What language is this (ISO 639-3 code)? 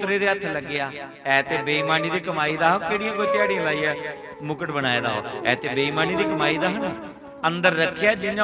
doi